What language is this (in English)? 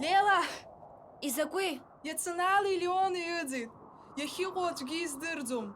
Abkhazian